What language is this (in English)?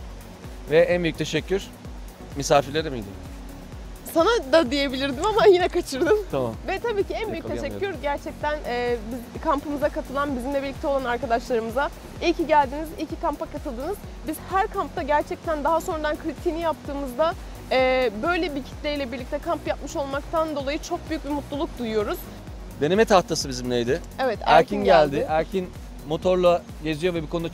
Turkish